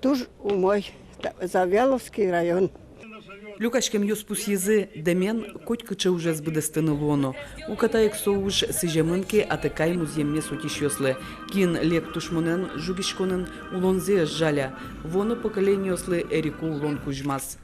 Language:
Udmurt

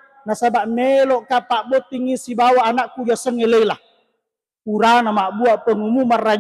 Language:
Buginese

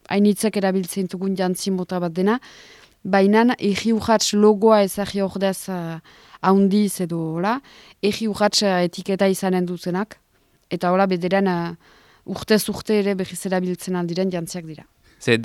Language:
Basque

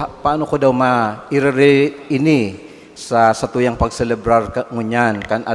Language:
Bikol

